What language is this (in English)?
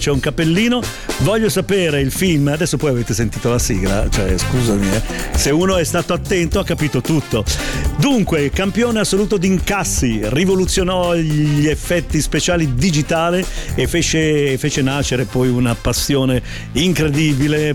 Italian